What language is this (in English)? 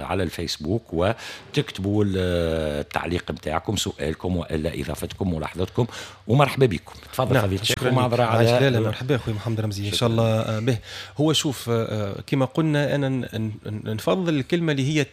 Tunisian Arabic